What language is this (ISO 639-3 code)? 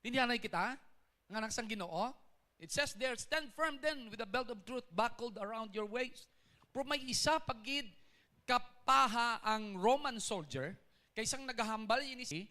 hil